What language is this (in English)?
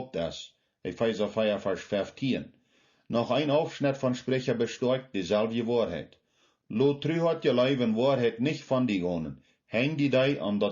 Plautdietsch